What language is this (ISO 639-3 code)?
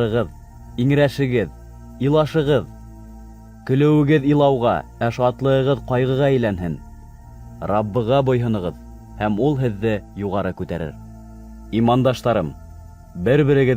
bak